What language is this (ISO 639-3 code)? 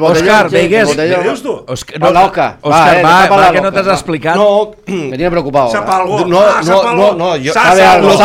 cat